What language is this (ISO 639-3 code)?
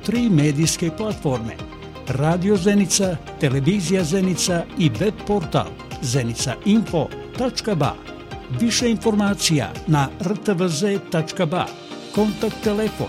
bos